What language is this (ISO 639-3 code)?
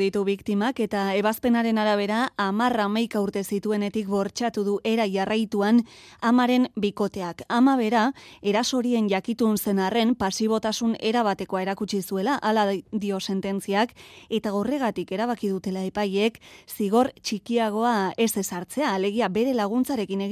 eus